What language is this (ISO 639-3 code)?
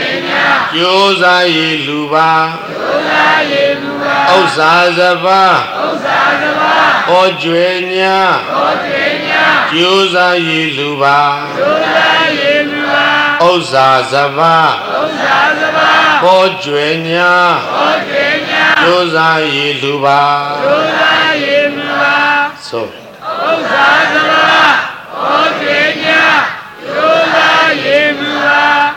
mya